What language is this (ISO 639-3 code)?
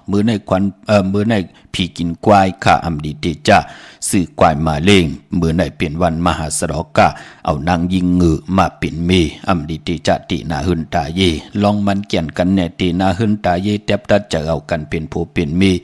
shn